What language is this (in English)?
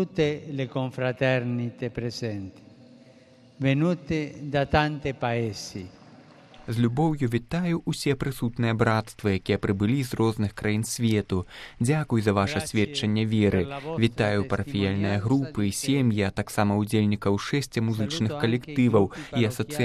Belarusian